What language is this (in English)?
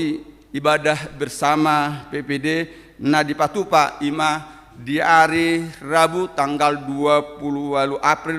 Batak Toba